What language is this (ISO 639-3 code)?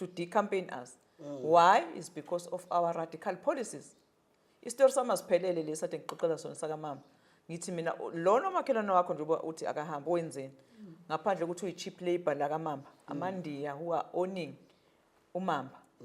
zul